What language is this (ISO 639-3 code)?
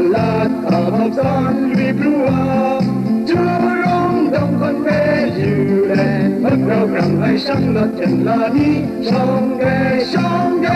kac